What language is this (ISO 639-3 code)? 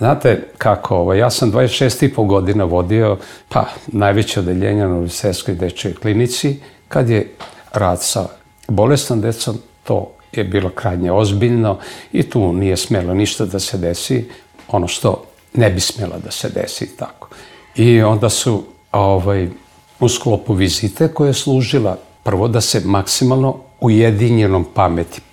srp